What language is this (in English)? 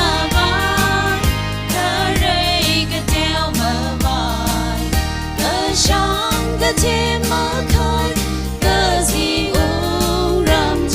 Tangkhul Naga (India)